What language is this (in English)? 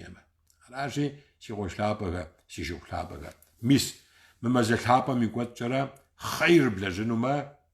Kabardian